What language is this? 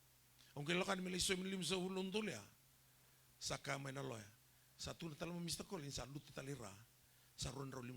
Fijian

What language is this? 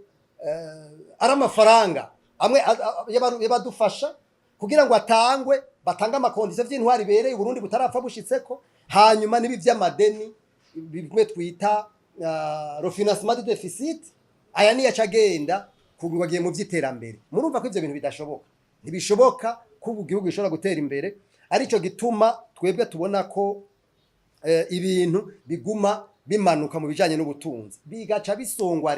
Rundi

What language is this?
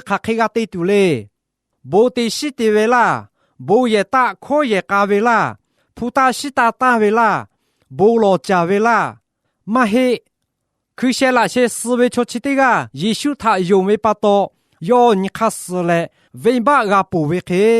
Lahu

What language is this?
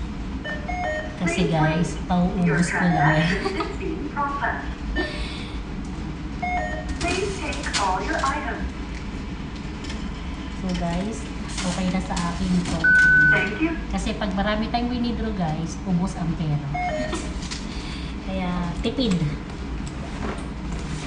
Filipino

